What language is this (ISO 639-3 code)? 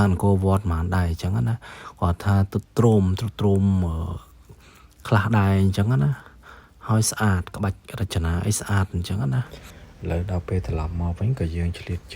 khm